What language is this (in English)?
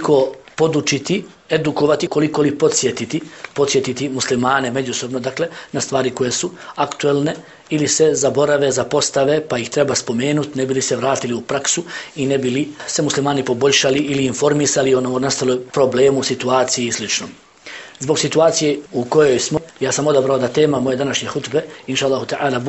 Bosnian